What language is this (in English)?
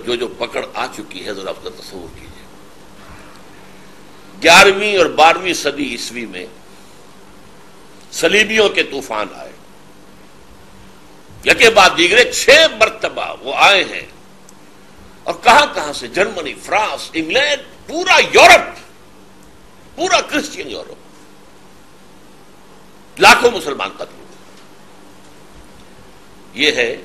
Urdu